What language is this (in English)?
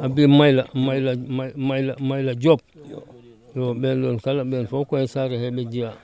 Fula